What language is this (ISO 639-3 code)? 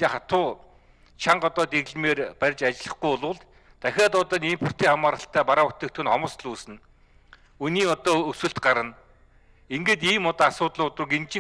mon